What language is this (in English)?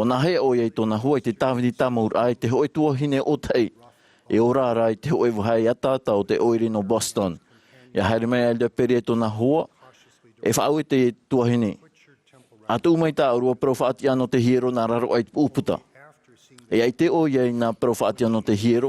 Tahitian